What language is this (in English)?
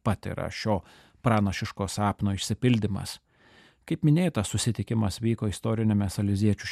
Lithuanian